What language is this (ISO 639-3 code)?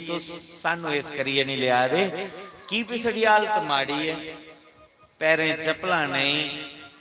doi